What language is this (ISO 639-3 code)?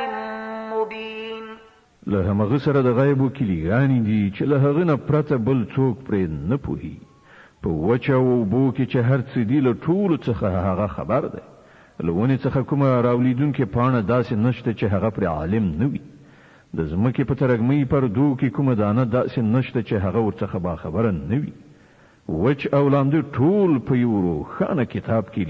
pus